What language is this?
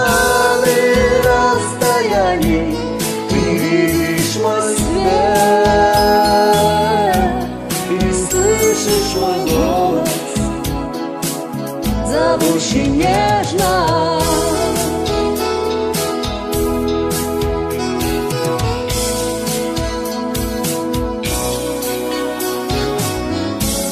Russian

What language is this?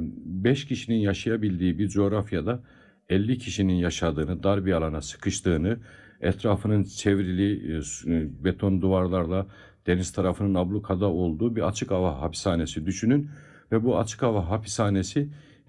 Turkish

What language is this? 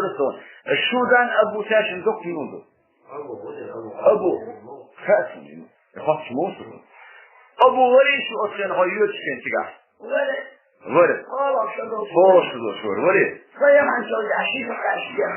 Chechen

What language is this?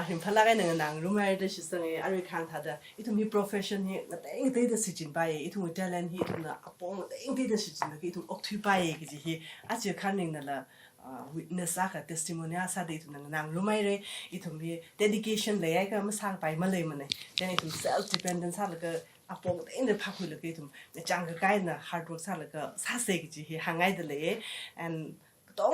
Tangkhul Naga (India)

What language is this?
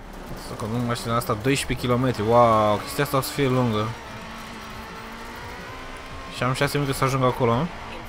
Romanian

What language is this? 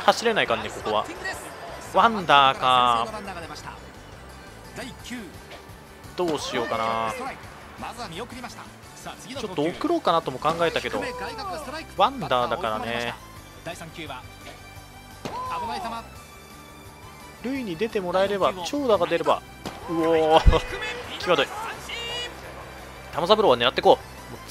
Japanese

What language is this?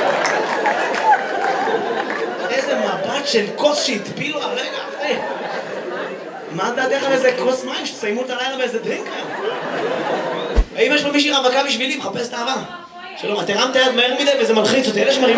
Hebrew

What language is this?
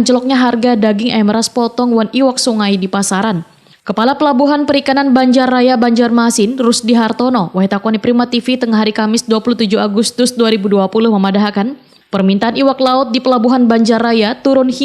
Banjar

